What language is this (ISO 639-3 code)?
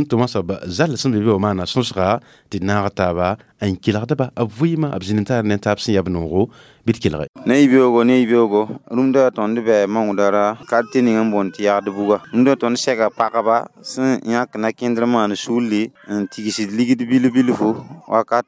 mos